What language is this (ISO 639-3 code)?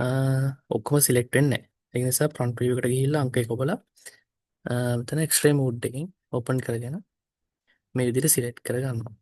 sin